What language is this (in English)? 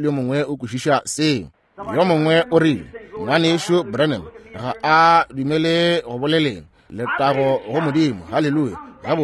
Northern Sotho